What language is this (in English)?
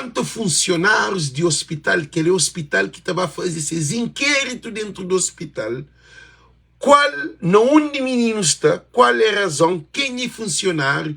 Kabuverdianu